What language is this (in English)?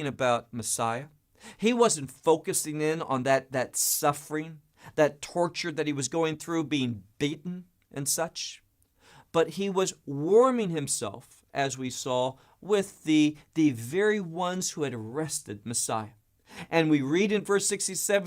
English